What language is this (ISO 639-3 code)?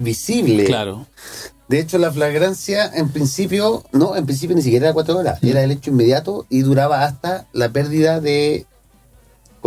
spa